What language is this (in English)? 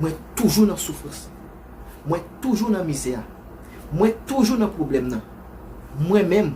Haitian Creole